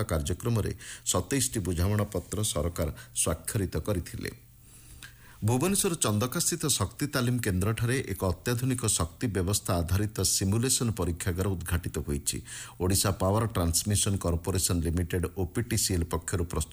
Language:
Odia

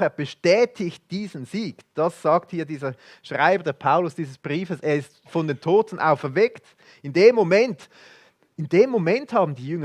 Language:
Swiss German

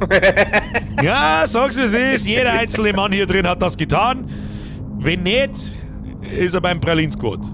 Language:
Bavarian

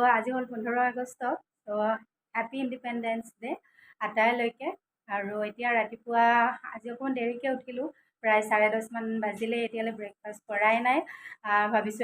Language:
Assamese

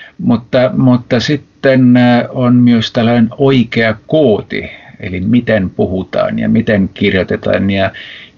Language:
Finnish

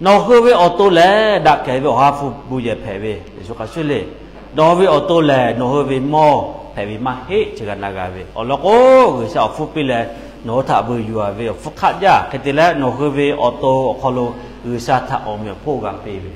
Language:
Lahu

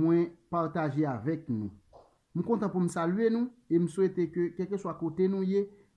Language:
Haitian Creole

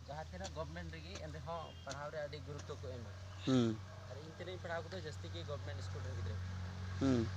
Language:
Santali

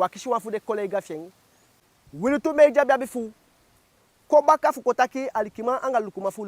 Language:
Eastern Maroon Creole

